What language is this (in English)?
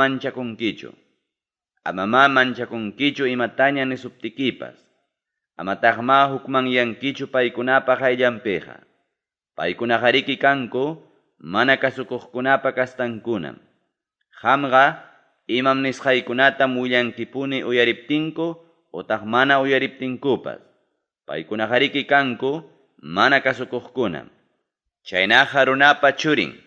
Ayacucho Quechua